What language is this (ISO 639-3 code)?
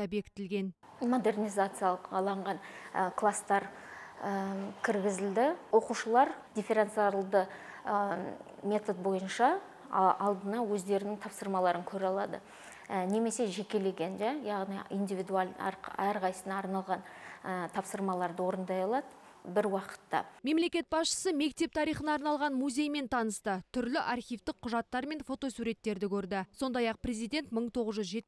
kaz